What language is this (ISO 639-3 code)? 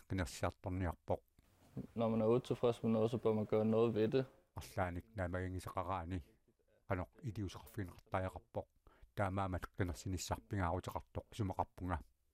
kal